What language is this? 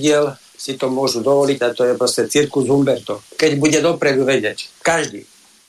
Slovak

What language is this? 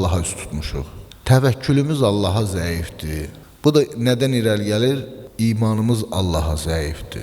Azerbaijani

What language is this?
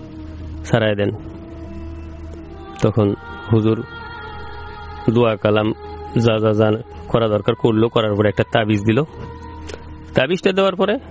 Bangla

